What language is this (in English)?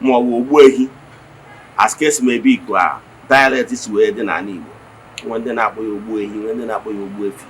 Igbo